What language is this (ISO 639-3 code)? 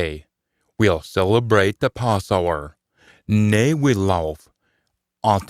sco